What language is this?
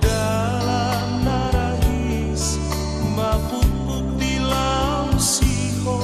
Batak Toba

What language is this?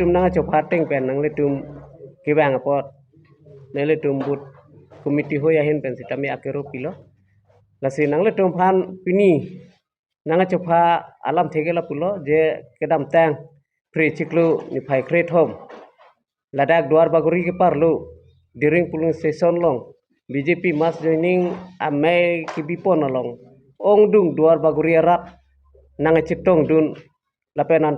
Karbi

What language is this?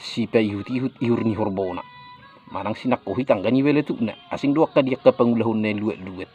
Batak Toba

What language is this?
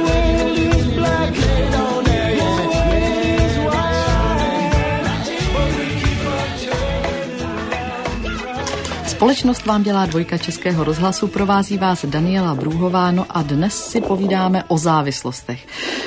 Czech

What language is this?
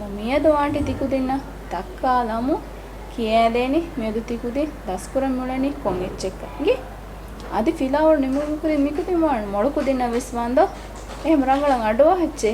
Divehi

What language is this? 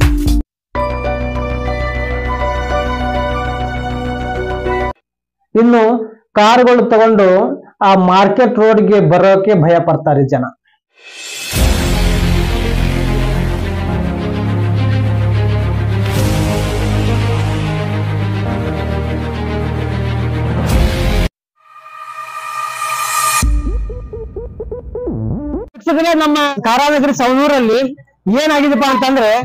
Kannada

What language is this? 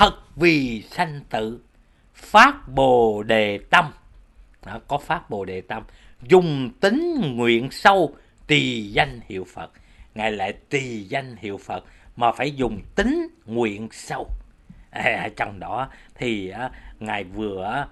Vietnamese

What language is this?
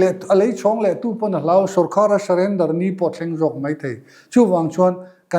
Mizo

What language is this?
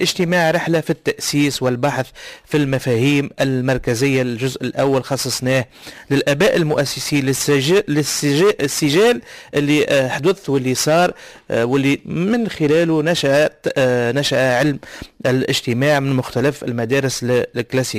Tunisian Arabic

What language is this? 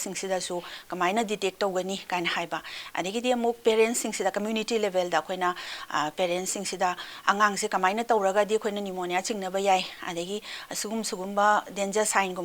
Manipuri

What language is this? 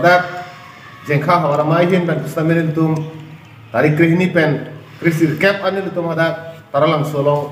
Karbi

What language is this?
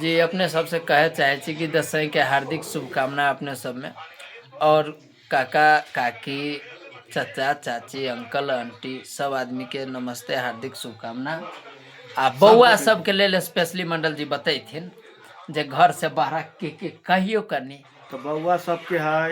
Maithili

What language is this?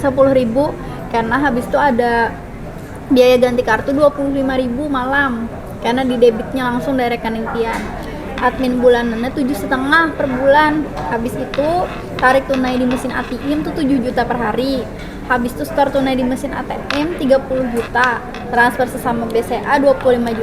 Banjar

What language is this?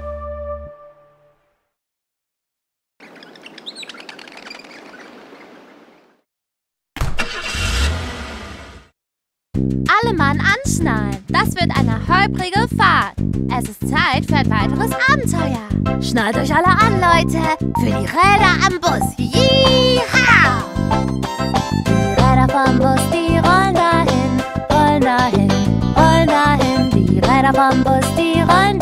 German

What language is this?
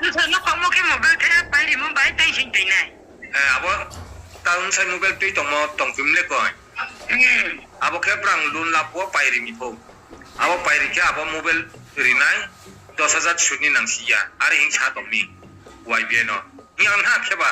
Riang (India)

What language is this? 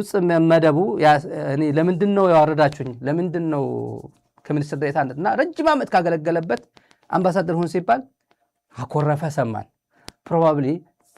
Amharic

